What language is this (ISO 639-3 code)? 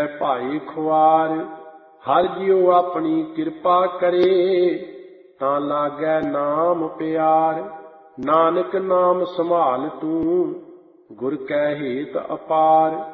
pan